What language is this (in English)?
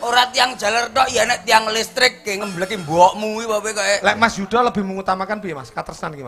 Javanese